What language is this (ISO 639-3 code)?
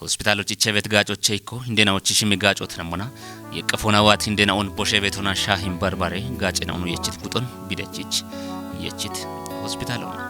kbr